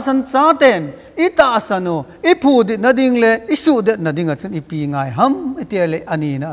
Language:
Thado Chin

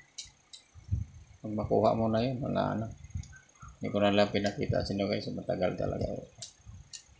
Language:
Filipino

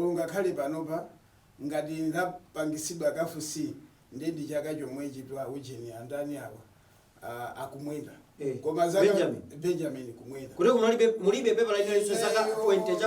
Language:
Nyanja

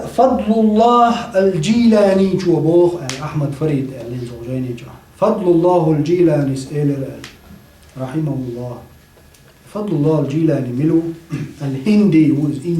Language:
Chechen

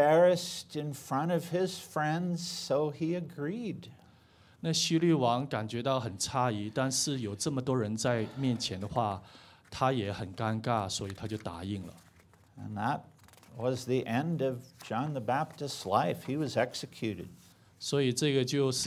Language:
Chinese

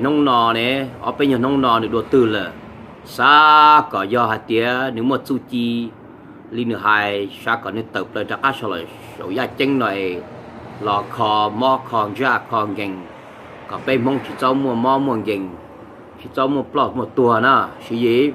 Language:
Hmong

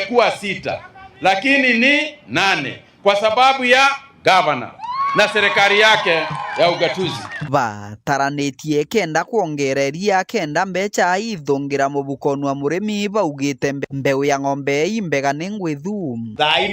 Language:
Meru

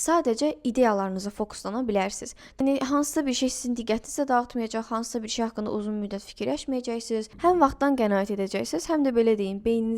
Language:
Azerbaijani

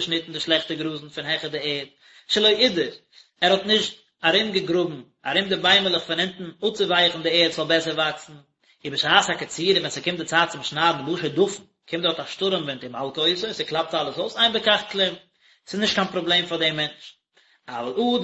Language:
Yiddish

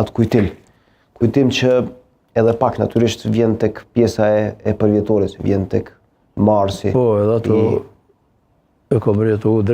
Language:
Albanian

